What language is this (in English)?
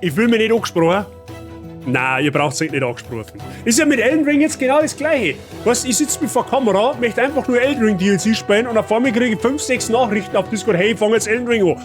Bavarian